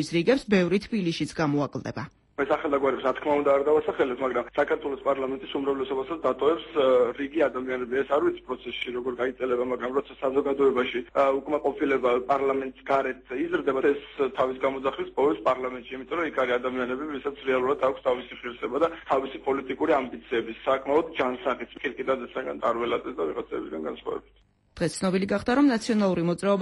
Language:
Georgian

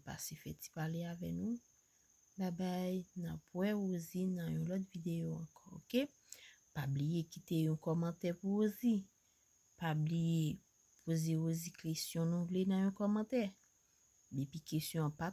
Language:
Haitian Creole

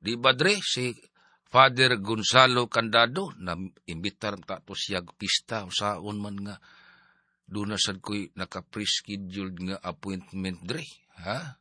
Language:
Cebuano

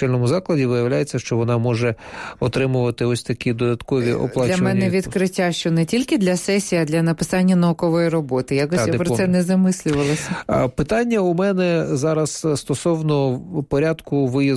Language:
Ukrainian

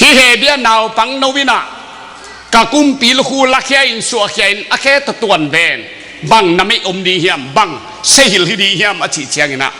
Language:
Tedim Chin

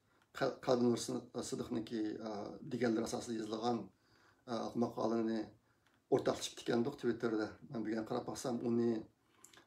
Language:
Uyghur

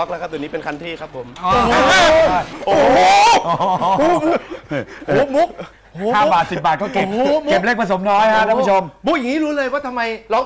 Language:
Thai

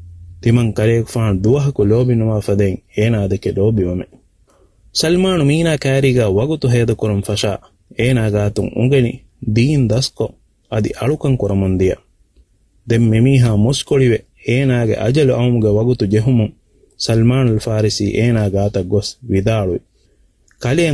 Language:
Divehi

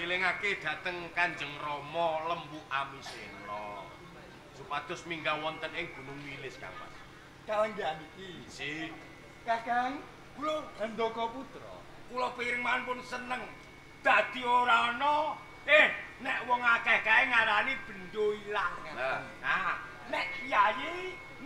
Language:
Javanese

